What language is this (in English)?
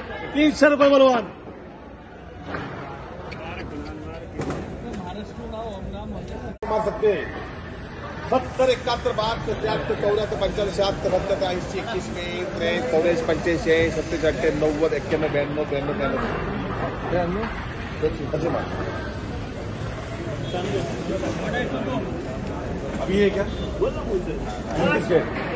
Marathi